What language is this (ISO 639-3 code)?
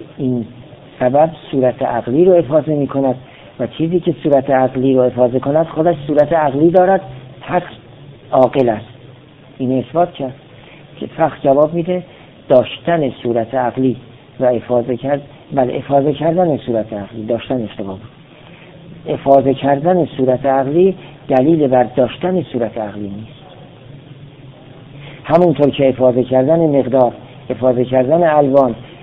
fas